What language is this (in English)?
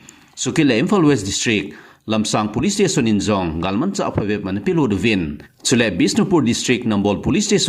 Thado Chin